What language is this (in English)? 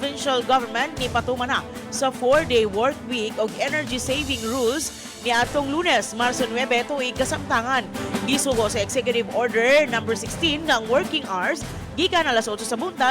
Cebuano